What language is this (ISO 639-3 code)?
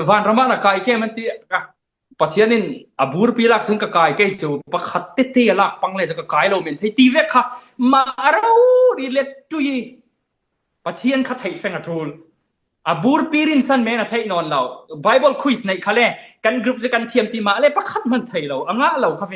cfm